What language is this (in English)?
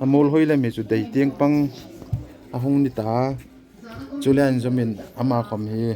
Hmar